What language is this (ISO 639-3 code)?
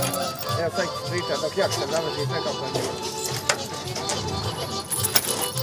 hrv